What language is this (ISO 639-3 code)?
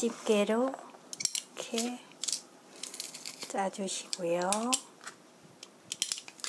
kor